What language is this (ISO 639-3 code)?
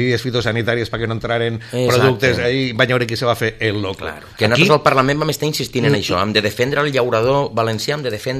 cat